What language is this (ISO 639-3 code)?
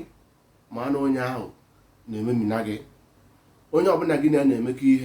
ibo